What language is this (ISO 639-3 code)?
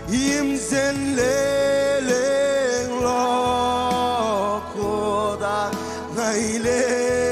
mah